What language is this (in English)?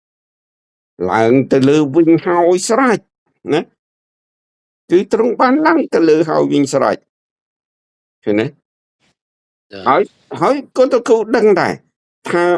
Khmer